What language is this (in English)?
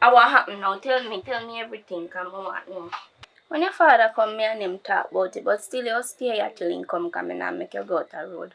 Jamaican Creole English